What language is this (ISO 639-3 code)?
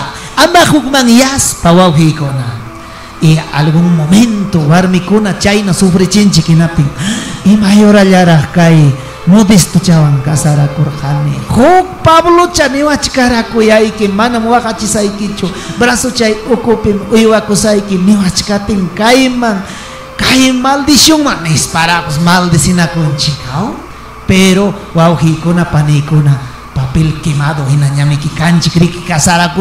quy